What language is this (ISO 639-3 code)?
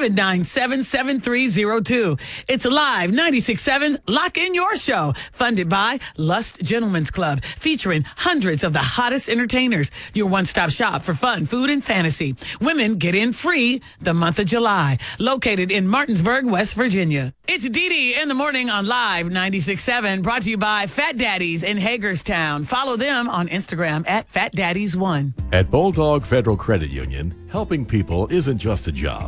eng